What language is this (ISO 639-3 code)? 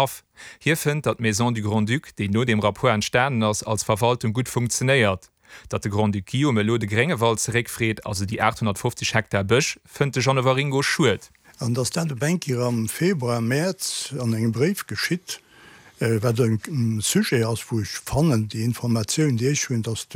ltz